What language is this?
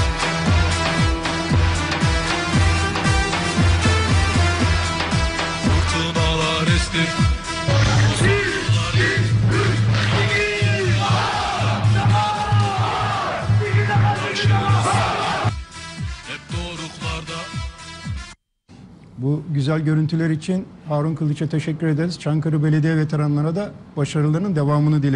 Turkish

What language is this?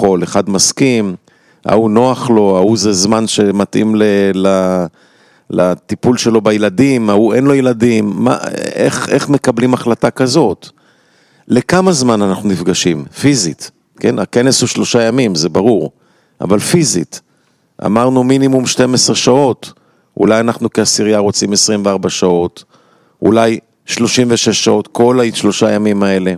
Hebrew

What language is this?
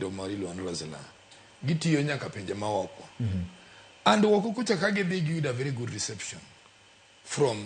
Luo (Kenya and Tanzania)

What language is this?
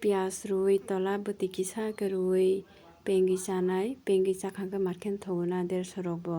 Kok Borok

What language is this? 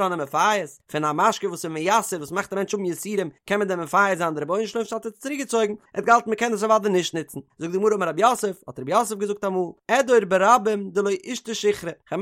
Yiddish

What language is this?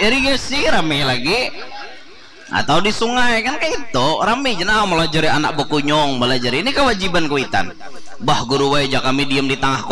Banjar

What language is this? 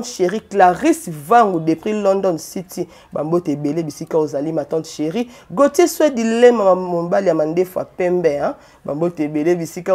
Lingala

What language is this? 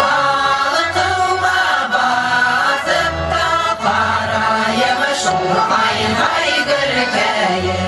Bashkir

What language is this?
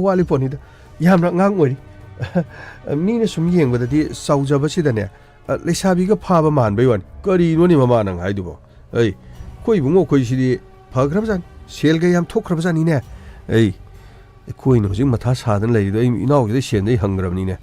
Manipuri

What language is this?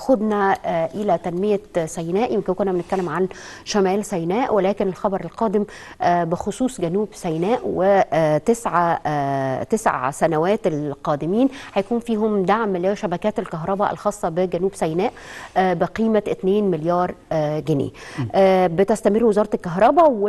Egyptian Arabic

